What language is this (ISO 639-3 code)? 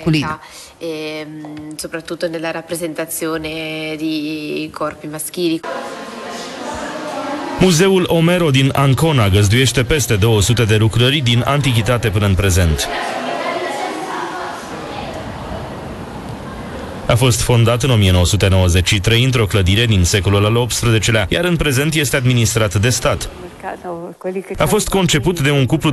ron